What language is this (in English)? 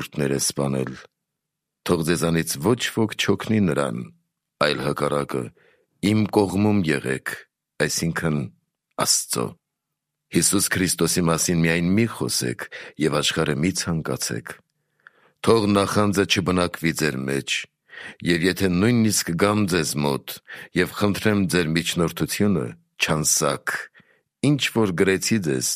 Armenian